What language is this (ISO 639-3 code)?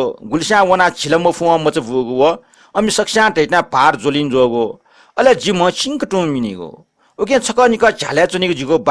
new